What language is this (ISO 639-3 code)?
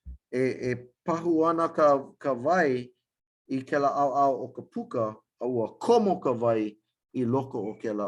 haw